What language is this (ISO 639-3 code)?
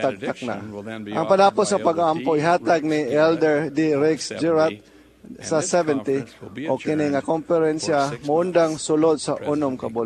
ceb